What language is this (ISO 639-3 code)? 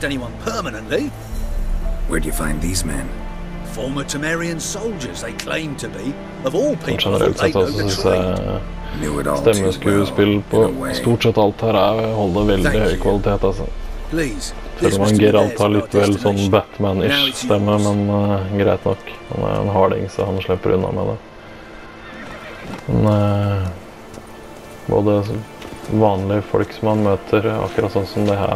nor